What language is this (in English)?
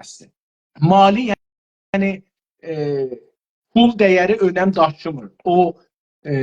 South Azerbaijani